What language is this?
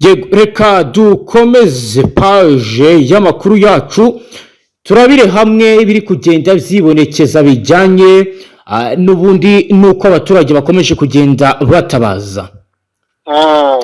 Kinyarwanda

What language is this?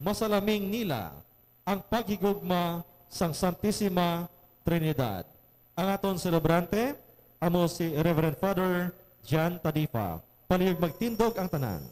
Hiligaynon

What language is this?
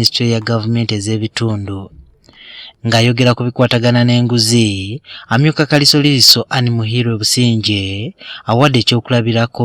Ganda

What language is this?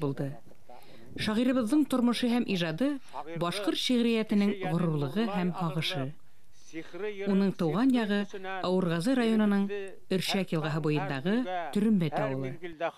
Bashkir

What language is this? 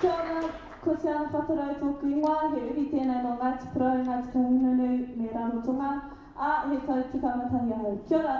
Māori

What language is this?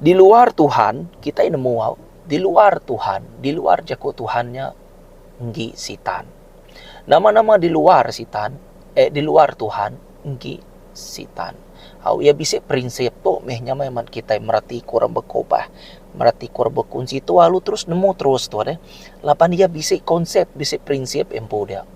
Iban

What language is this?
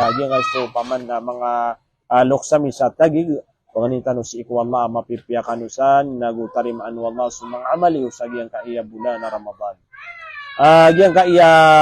Maranao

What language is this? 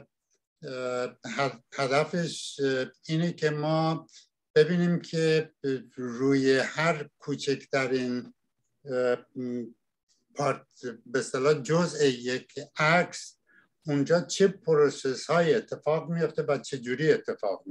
Persian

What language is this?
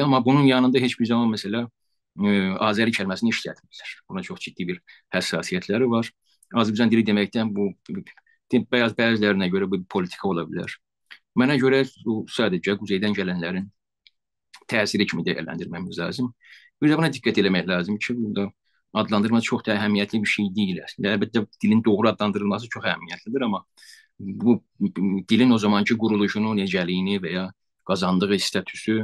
South Azerbaijani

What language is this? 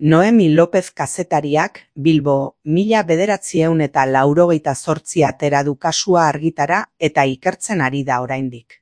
Basque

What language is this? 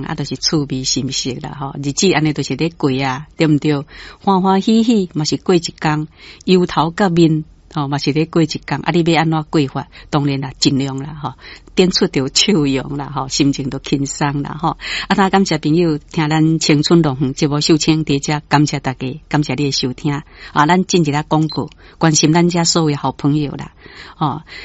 Min Nan Chinese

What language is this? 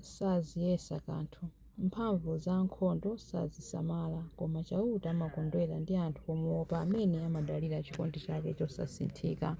Nyanja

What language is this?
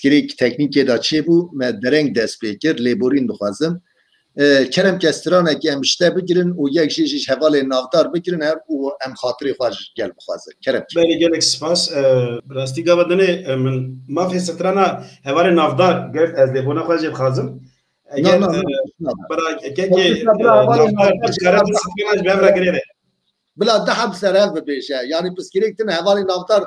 Kurdish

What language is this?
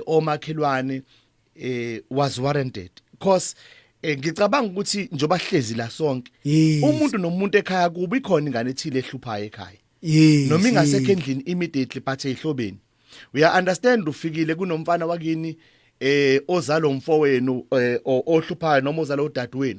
Zulu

